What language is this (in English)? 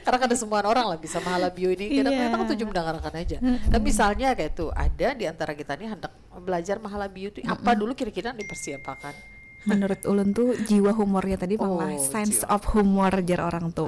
Banjar